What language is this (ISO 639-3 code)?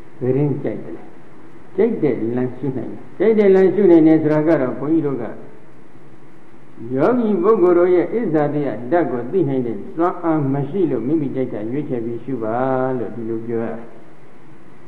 mya